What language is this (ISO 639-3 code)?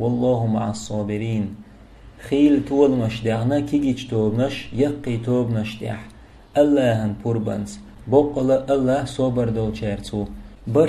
che